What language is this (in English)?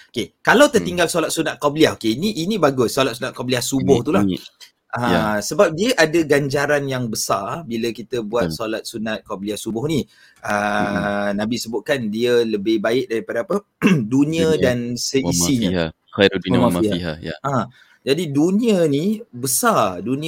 Malay